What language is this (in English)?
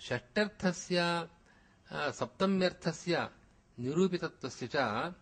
Sanskrit